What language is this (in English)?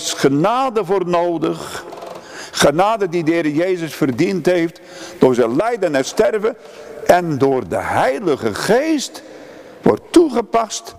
Dutch